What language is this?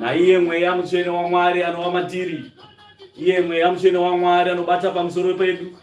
Shona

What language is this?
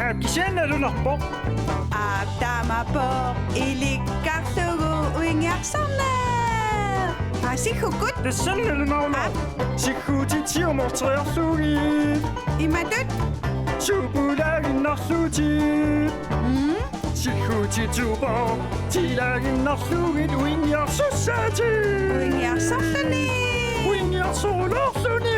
Kalaallisut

